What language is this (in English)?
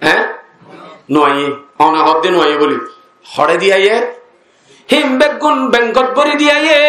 Rohingya